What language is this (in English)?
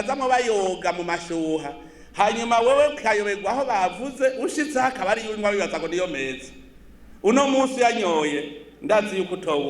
Rundi